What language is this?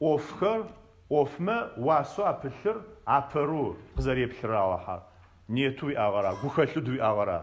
Adyghe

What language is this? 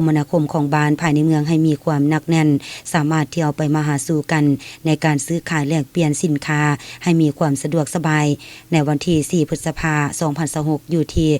Lao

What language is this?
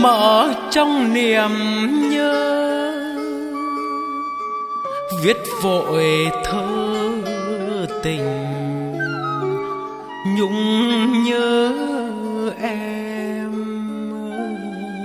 Vietnamese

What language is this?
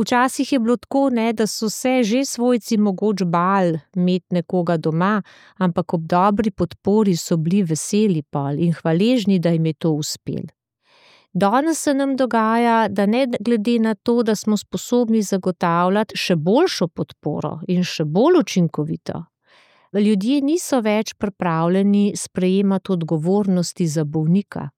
Slovenian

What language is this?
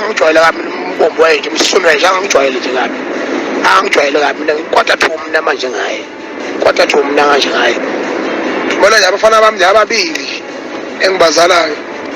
Zulu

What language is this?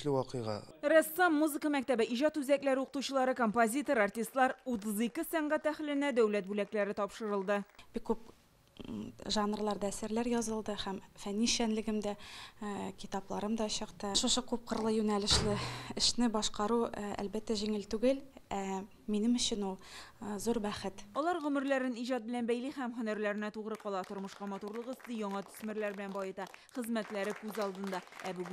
Tatar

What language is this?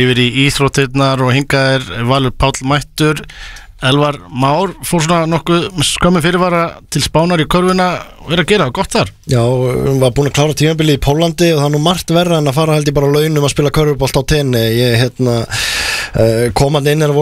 Icelandic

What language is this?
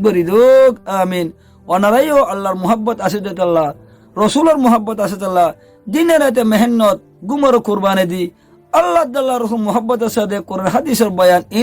Rohingya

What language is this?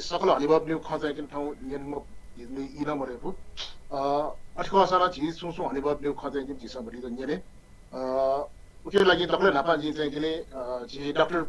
Newari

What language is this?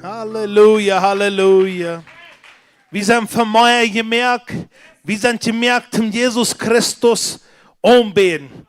Plautdietsch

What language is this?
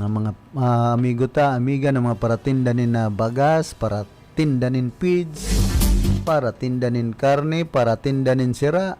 Bikol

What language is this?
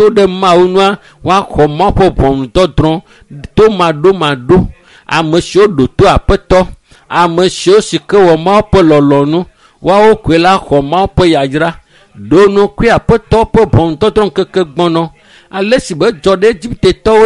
Ewe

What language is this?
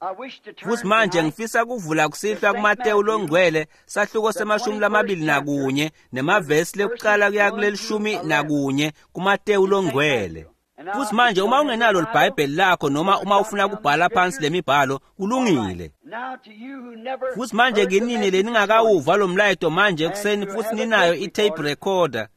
Swati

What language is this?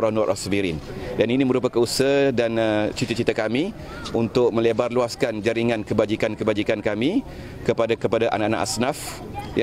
Malay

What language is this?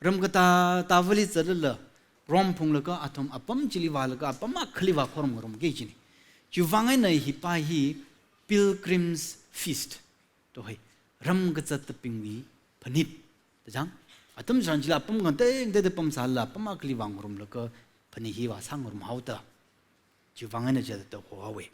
Tangkhul Naga (India)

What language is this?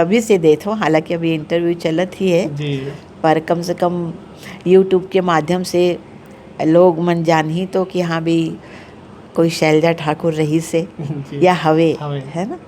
Chhattisgarhi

